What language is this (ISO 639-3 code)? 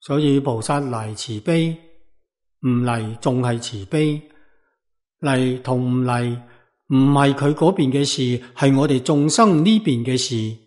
yue